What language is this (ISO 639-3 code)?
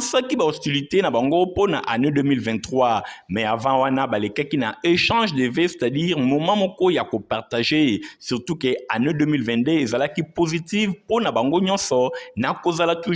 lin